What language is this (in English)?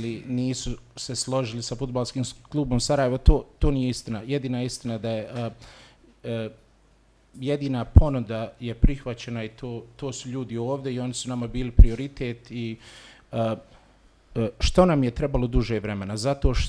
Bosnian